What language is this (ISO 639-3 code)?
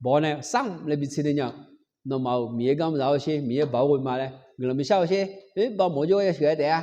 ahk